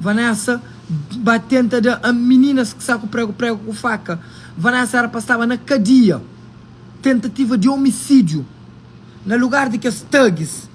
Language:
Kabuverdianu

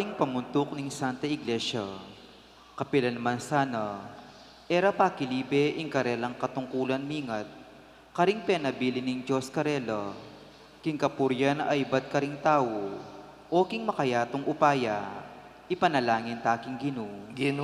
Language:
Pampanga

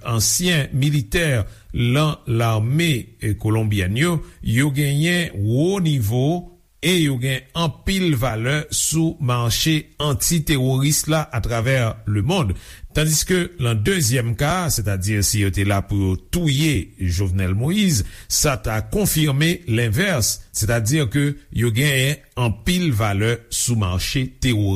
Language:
Haitian Creole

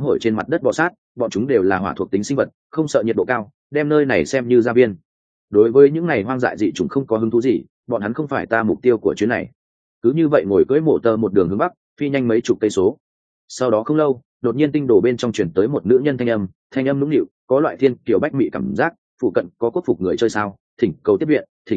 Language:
Vietnamese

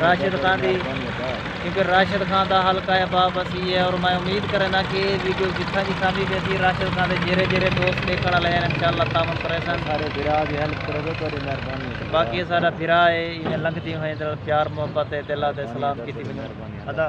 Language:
Saraiki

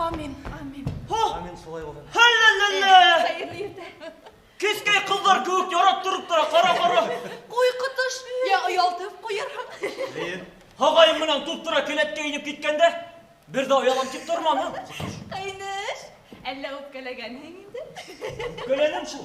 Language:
Bashkir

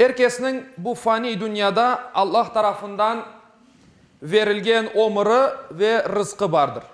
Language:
Crimean Tatar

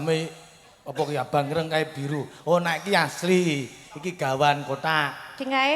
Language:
Javanese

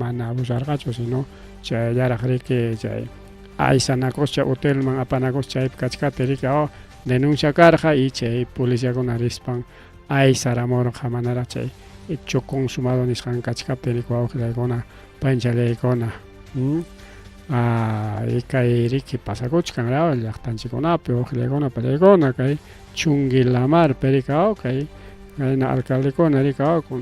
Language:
Ayacucho Quechua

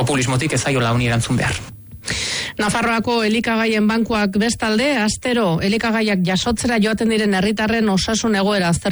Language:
Basque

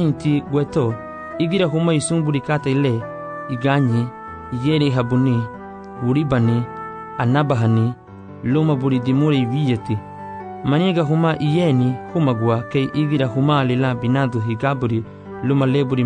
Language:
Garifuna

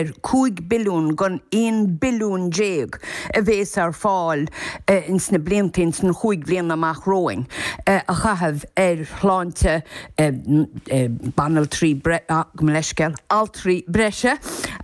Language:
Irish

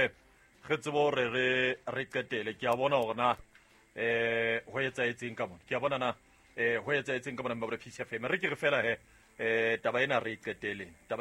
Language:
Southern Sotho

